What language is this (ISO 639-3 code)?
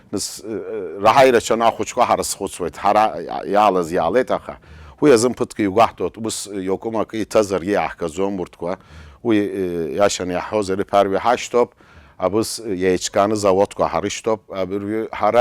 abk